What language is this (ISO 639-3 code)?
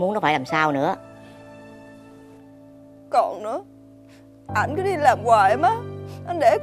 vie